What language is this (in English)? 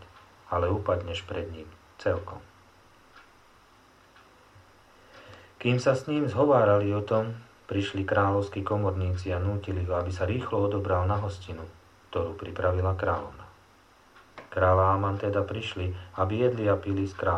Slovak